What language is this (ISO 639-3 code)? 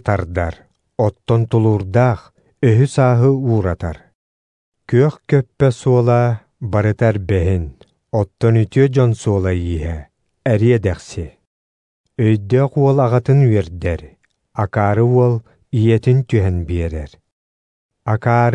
sah